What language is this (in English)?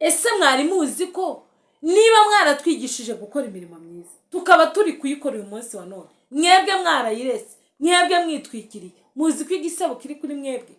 Kinyarwanda